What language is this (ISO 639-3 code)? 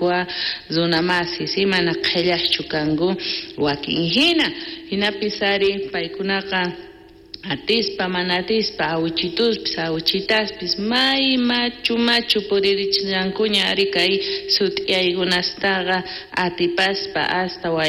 quh